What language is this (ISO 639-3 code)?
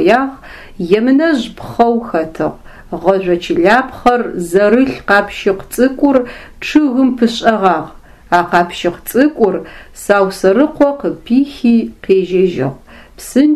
ady